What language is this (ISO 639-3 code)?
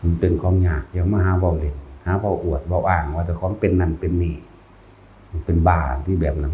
tts